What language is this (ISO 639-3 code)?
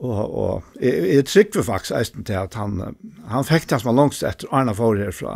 fao